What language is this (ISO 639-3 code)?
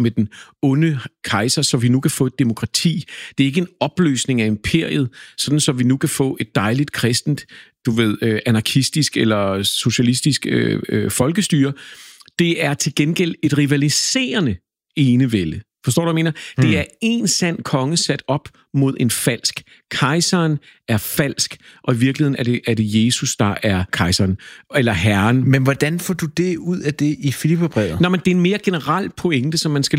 dan